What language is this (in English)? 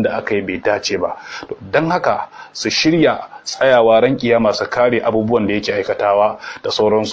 Hausa